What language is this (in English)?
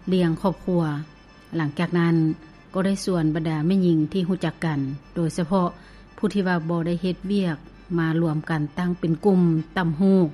Lao